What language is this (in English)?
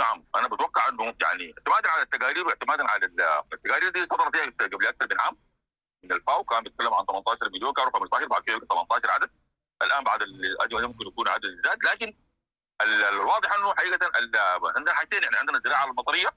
Sudanese Arabic